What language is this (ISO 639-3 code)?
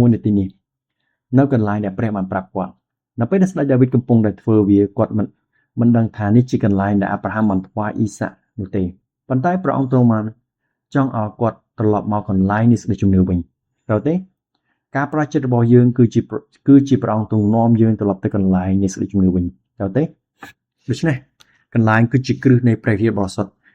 khm